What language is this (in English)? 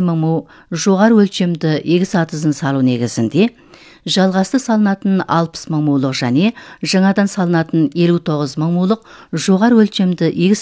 Kazakh